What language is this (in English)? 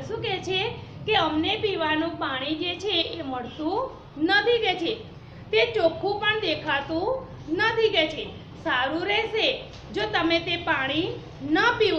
Gujarati